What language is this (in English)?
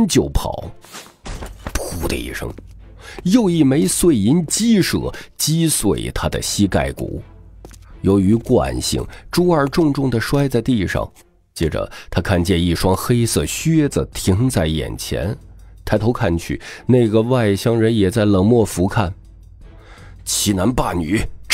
Chinese